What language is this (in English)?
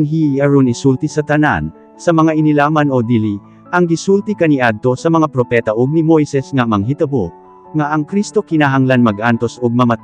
Cebuano